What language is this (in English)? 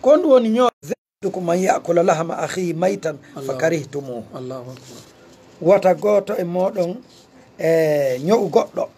Fula